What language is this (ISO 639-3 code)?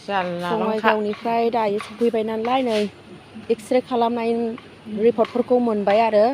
brx